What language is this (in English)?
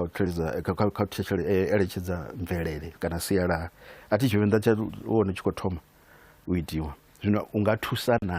Venda